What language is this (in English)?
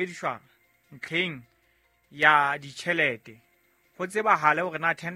Southern Sotho